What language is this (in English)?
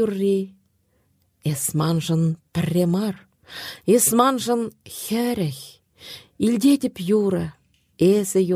Chuvash